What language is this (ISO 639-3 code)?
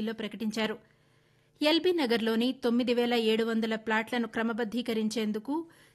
tel